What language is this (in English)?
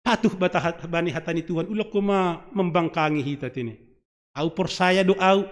Batak Simalungun